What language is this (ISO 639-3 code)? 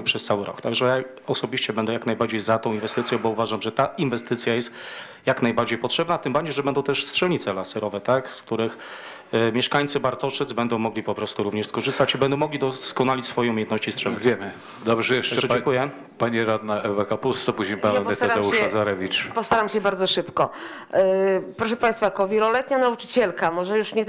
pol